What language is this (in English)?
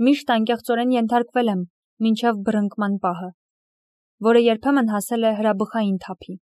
Armenian